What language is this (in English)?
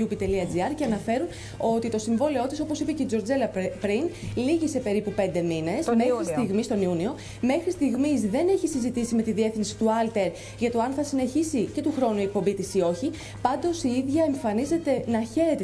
Greek